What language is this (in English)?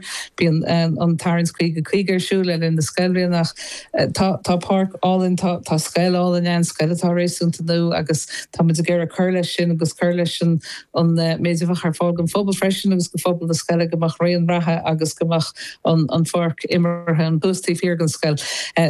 Irish